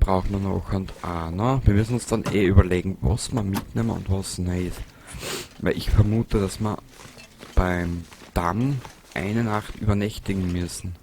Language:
Bavarian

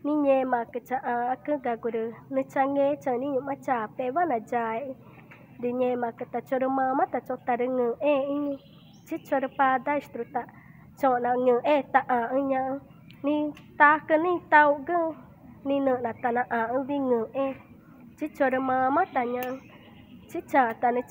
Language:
Ticuna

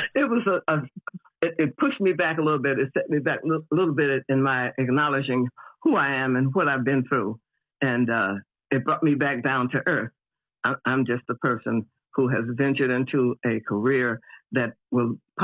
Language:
English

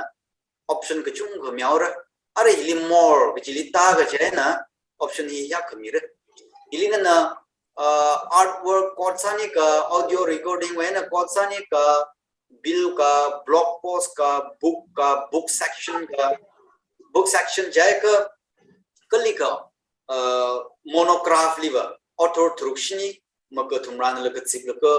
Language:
Tangkhul Naga (India)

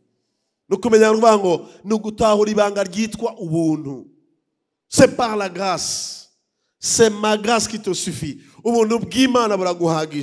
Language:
Rundi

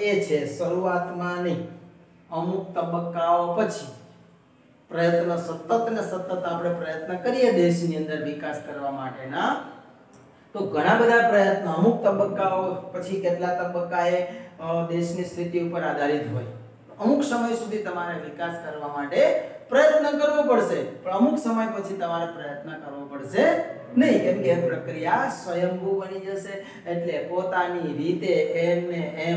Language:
Gujarati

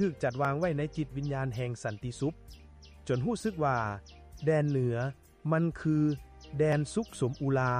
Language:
Lao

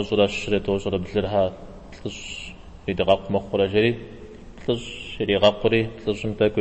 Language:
Kabardian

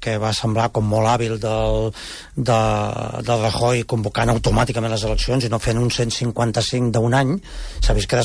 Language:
Catalan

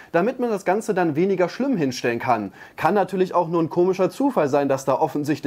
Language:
German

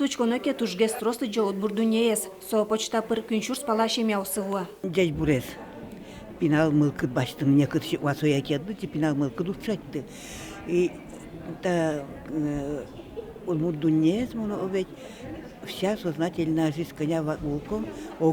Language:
Udmurt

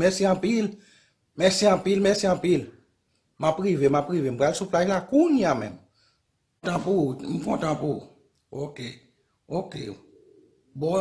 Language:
Haitian Creole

